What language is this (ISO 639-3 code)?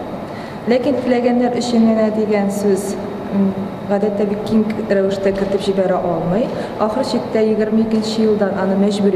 tat